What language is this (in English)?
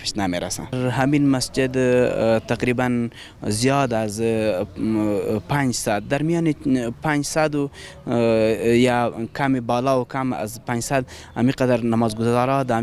Persian